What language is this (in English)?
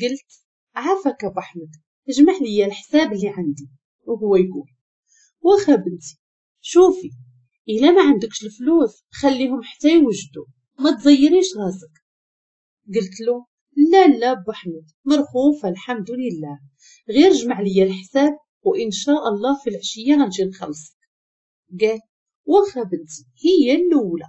Moroccan Arabic